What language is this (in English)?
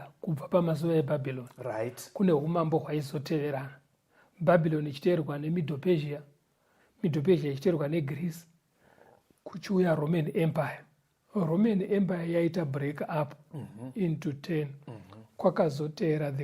Shona